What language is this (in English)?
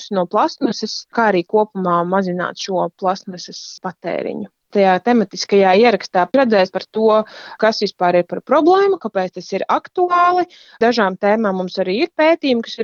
Latvian